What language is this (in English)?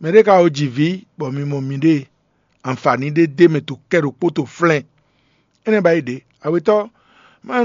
Fon